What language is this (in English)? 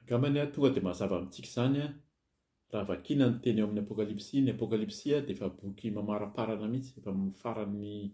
Malagasy